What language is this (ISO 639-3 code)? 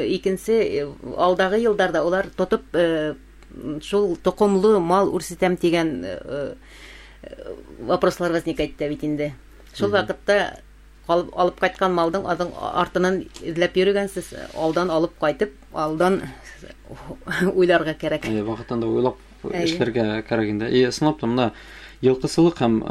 bak